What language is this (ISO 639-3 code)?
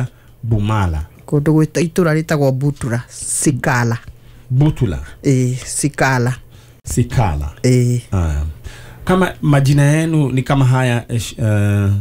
kik